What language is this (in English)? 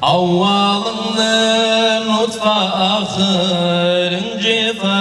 Kumyk